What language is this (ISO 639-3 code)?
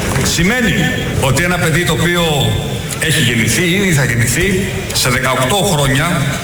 ell